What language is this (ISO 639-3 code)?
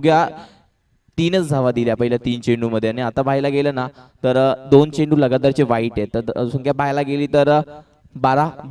mar